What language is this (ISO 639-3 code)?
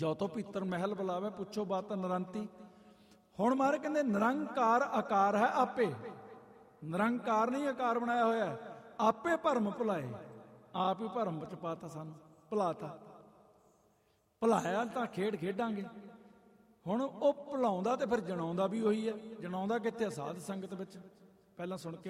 pan